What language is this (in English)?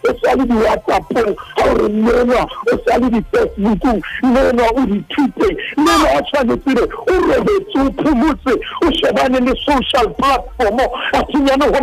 Southern Sotho